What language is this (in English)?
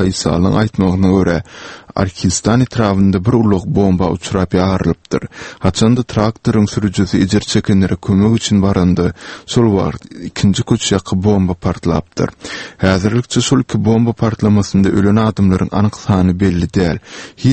Turkmen